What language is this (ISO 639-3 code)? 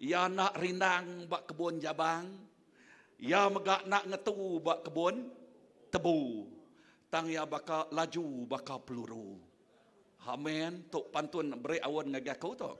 iba